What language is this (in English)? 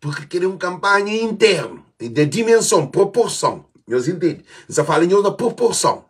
Kabuverdianu